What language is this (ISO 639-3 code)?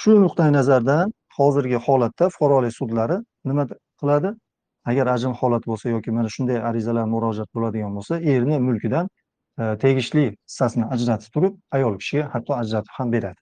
uzb